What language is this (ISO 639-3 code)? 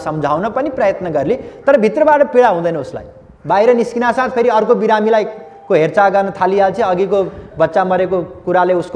nep